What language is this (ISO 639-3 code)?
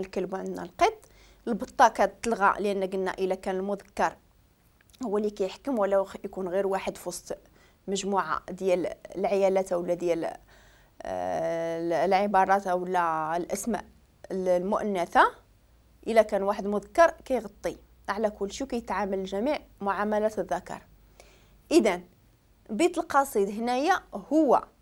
ary